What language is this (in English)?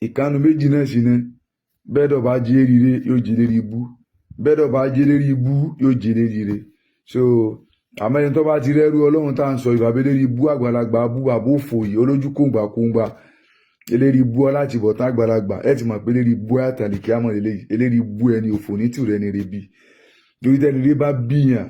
Yoruba